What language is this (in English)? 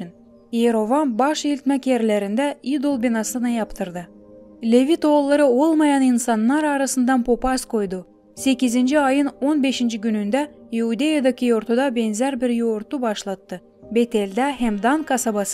Gagauz